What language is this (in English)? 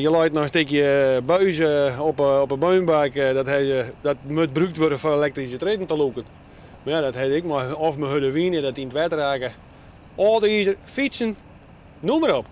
Western Frisian